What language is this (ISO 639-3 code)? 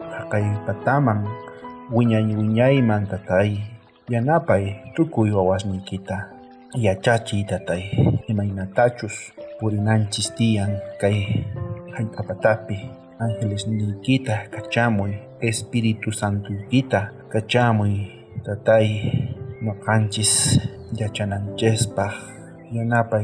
quh